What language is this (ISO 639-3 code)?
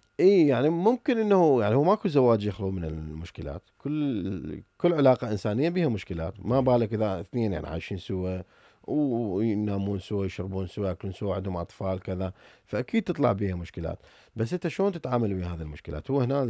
acm